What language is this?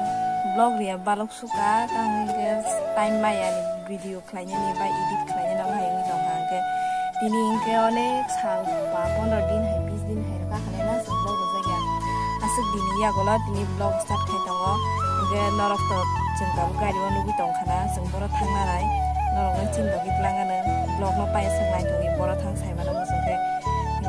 Kok Borok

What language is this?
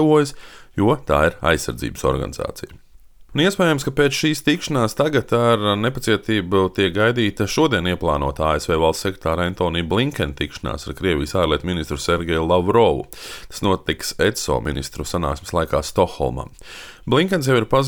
Latvian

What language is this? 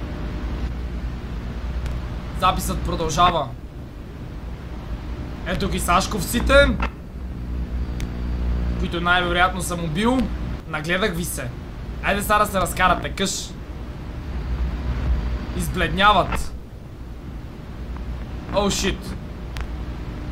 Bulgarian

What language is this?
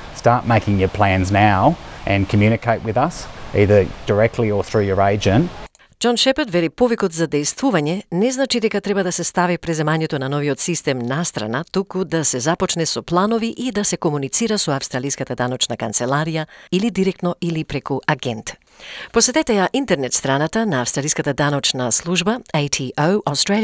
Macedonian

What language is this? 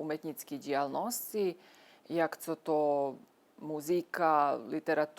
Rusyn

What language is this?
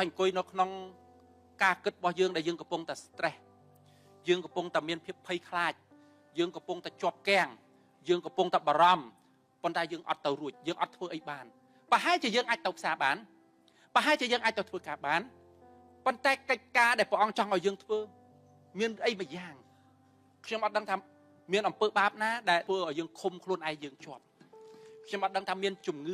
Khmer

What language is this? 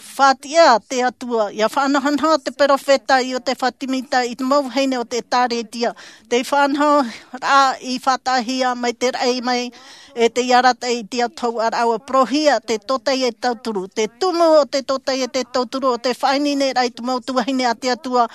Tahitian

